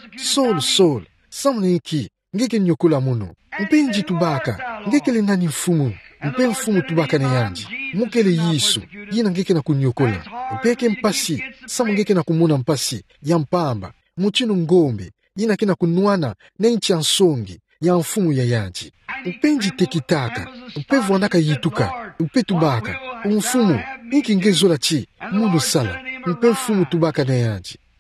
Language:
Kituba (Democratic Republic of Congo)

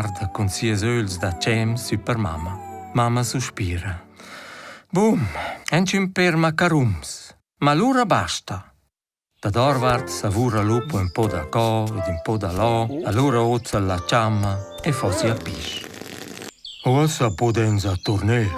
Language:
Romansh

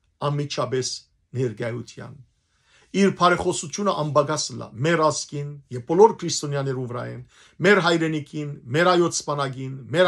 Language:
Western Armenian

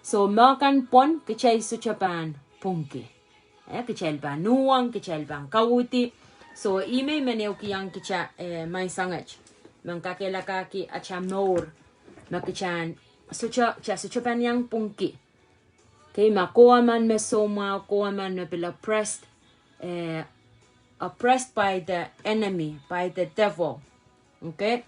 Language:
Pohnpeian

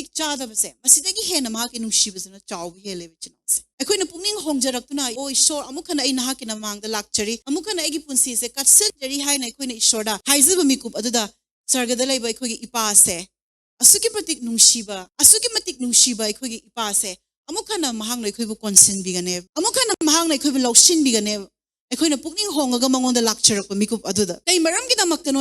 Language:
Manipuri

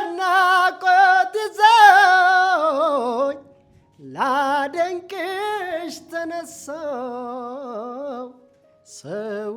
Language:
Amharic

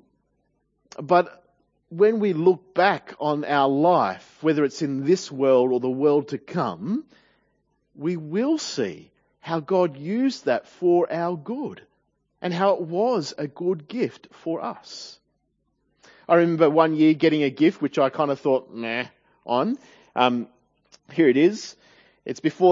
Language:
English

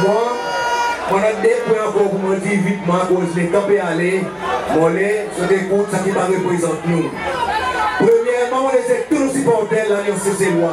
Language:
Seselwa Creole French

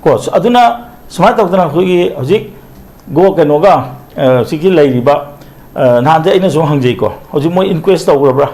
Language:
Manipuri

